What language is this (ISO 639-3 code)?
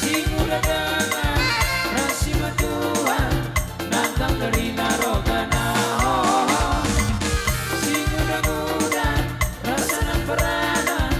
bts